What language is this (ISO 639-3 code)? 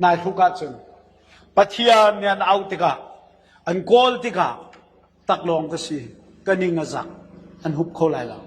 cnh